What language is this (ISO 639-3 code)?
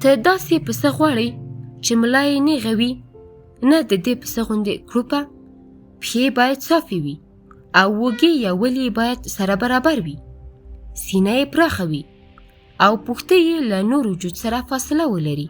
pus